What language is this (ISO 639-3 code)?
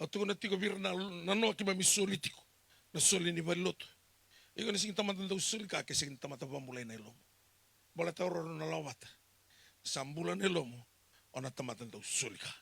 fij